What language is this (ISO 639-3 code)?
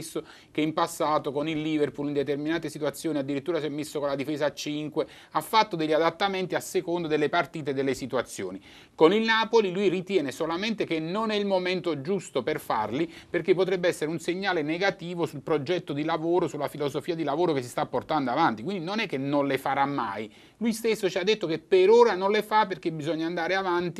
ita